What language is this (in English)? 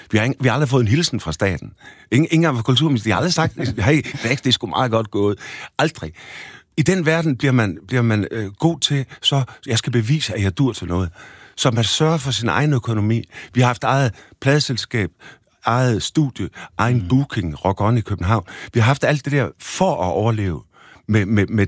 Danish